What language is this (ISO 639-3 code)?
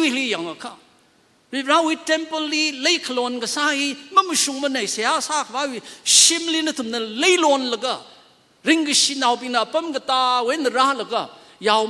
nmf